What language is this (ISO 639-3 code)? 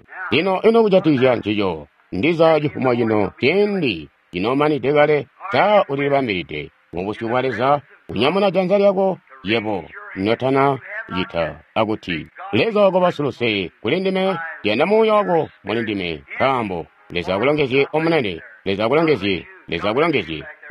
toi